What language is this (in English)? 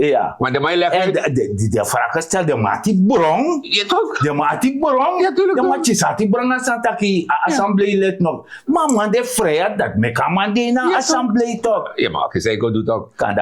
Sranan Tongo